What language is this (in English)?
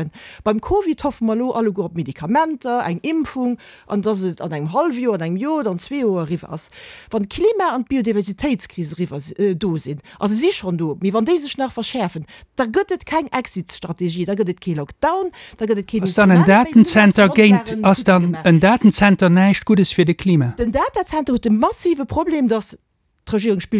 Luxembourgish